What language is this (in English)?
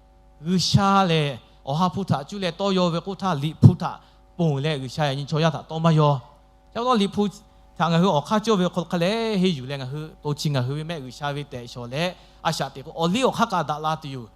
Lahu